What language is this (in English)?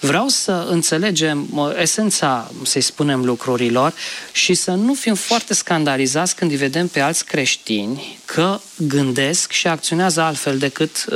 Romanian